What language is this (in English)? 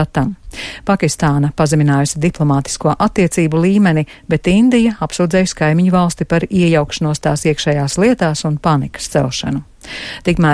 Latvian